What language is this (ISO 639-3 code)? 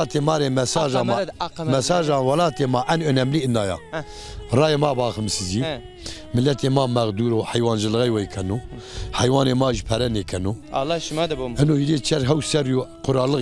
zza